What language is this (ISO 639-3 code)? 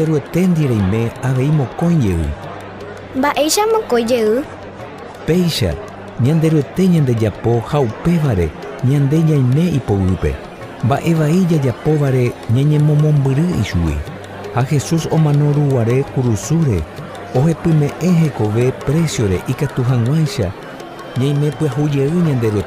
grn